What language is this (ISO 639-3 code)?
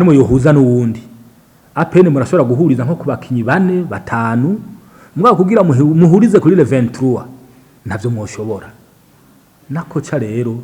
run